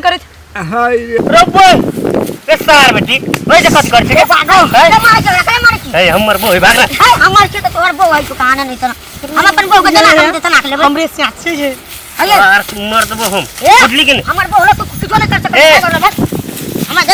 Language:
Maithili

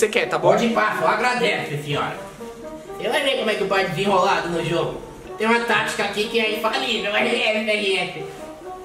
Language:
Portuguese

